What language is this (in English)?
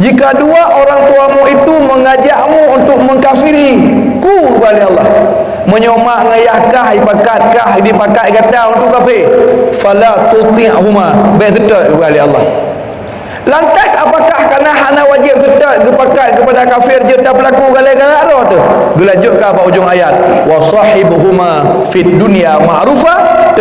Achinese